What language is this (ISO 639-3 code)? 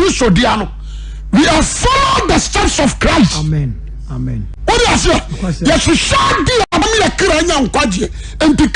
aka